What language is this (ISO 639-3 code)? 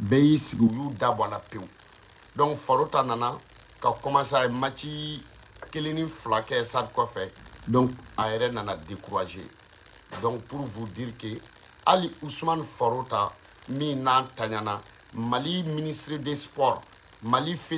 bam